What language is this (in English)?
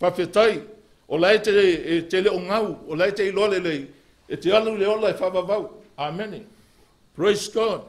Samoan